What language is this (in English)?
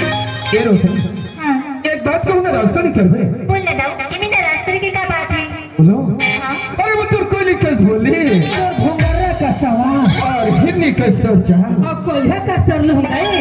Chhattisgarhi